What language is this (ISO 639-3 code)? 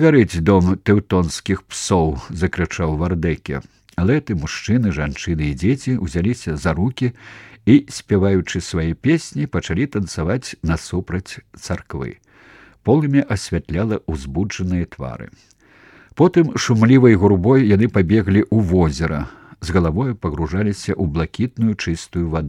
bel